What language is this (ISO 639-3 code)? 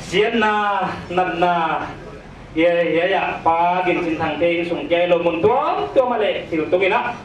pck